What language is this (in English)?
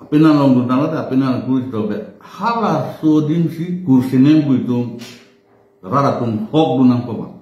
Karbi